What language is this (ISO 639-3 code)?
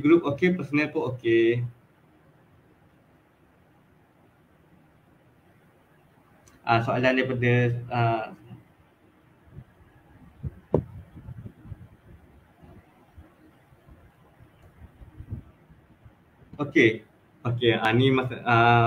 msa